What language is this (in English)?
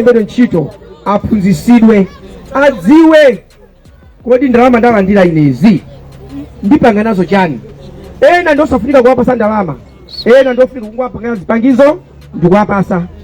Nyanja